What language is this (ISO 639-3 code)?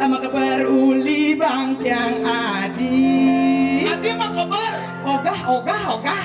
ban